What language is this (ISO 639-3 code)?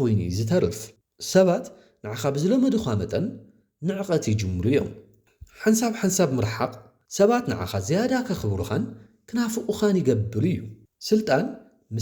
tir